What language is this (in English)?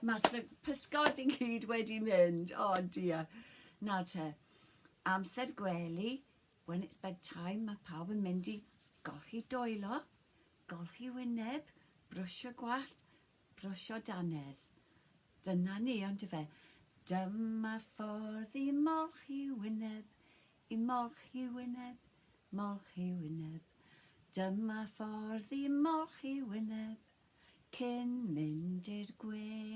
Welsh